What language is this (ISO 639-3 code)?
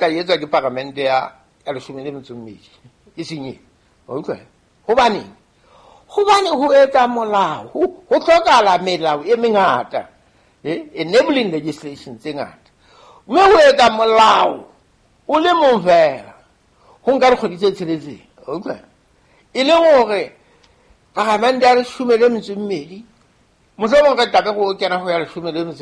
sot